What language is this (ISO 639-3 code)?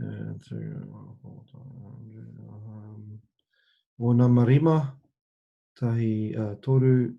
mri